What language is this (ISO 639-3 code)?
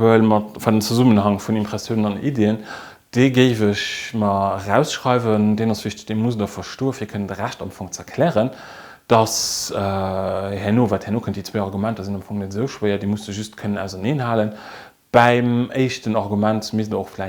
ltz